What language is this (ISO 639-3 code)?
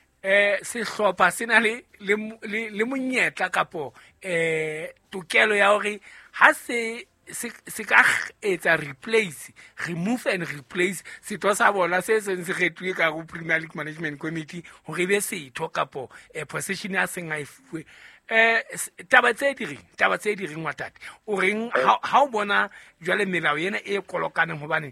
sot